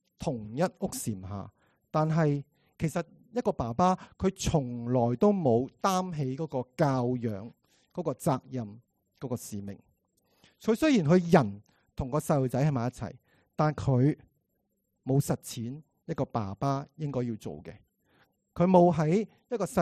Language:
Cantonese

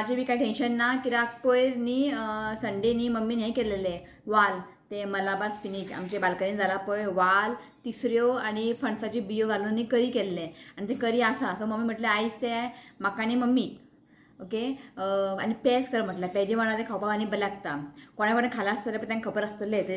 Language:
Konkani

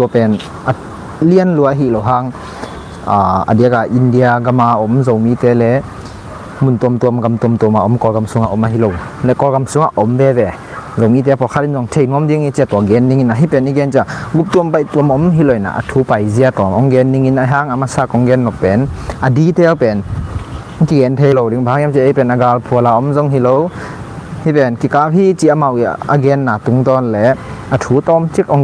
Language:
Tedim Chin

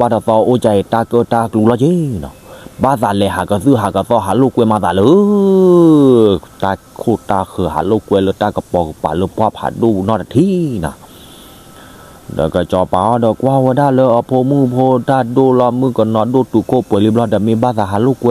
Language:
S'gaw Karen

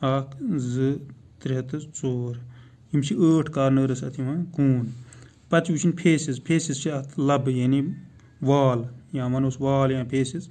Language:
Kashmiri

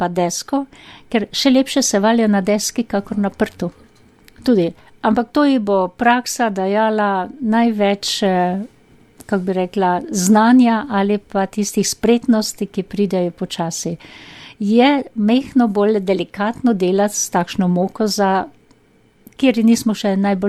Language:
Slovenian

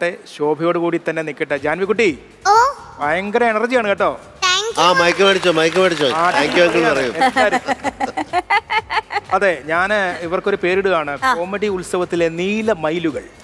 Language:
Malayalam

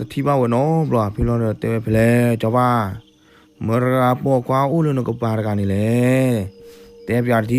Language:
S'gaw Karen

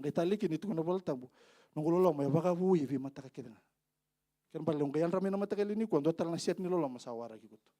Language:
Fijian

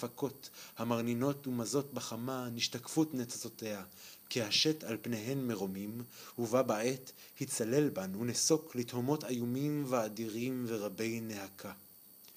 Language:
Hebrew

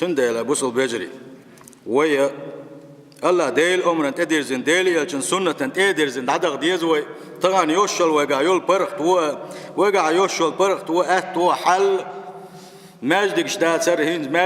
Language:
Chechen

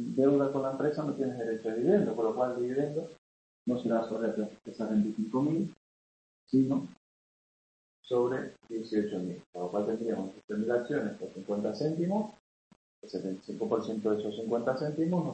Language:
Spanish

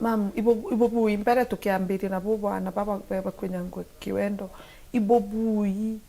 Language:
Meru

